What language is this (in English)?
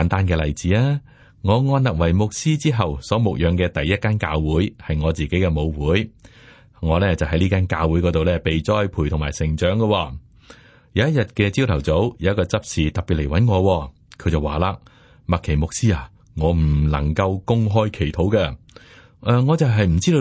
Cantonese